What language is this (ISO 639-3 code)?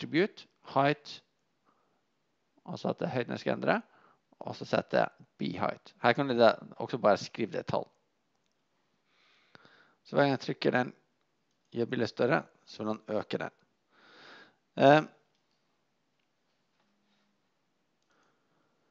nor